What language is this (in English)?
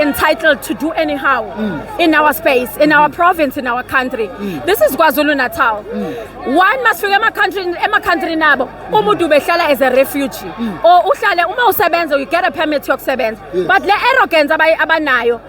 Zulu